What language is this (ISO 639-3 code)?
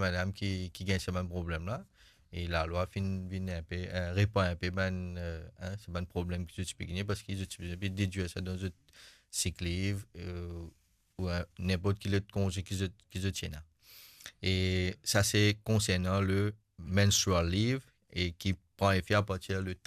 mfe